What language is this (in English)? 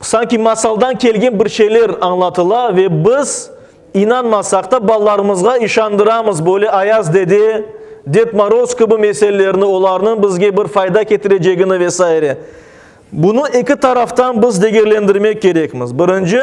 Crimean Tatar